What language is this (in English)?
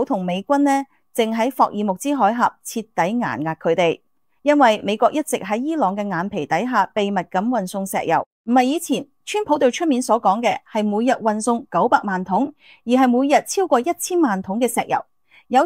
Cantonese